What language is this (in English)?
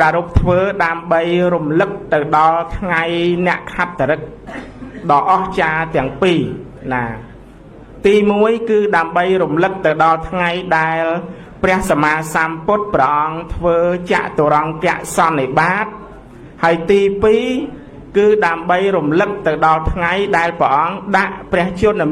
Khmer